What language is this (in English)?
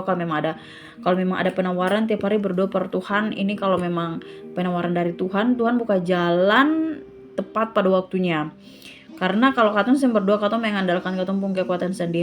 Ambonese Malay